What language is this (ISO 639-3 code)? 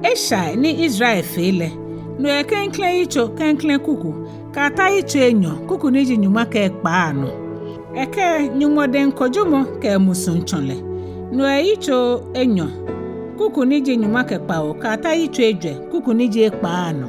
gaa